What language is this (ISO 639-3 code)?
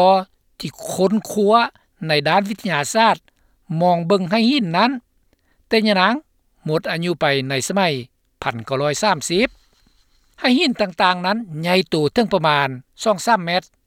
lao